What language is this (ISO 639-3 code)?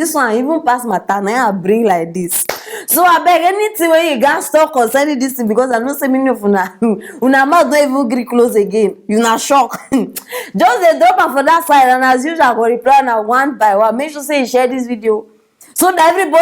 pcm